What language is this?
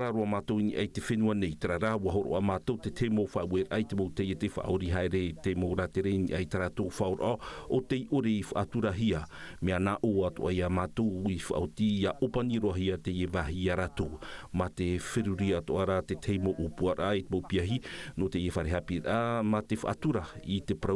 Tahitian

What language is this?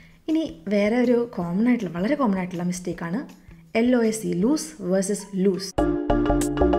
Malayalam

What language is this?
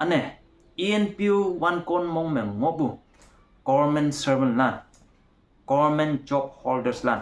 Konyak Naga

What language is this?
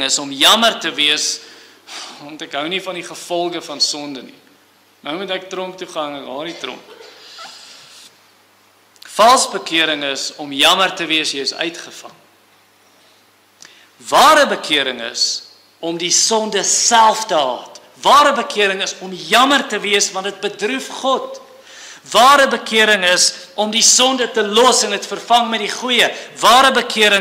Afrikaans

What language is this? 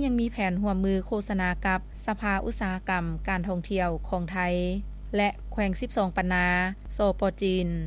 Lao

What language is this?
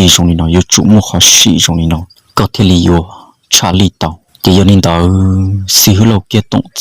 Hmong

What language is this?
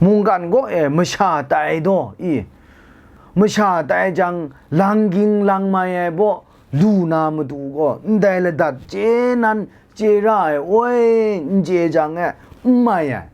Kachin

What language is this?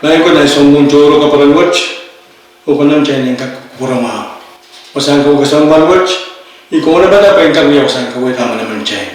Pohnpeian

